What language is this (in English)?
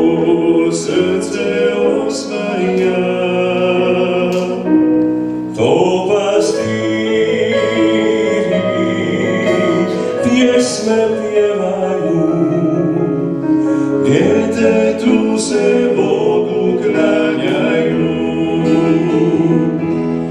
Croatian